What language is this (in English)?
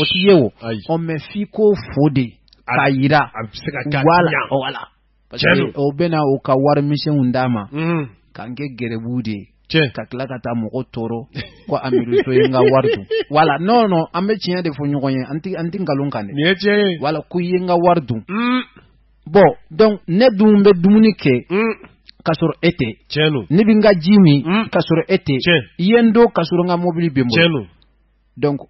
Bambara